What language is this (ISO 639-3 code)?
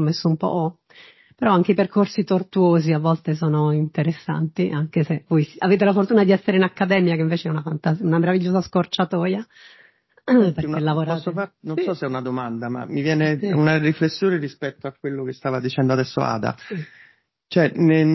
ita